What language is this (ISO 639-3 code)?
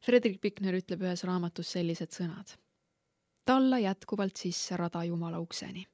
est